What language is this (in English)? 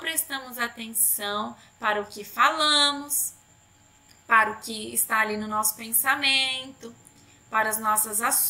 Portuguese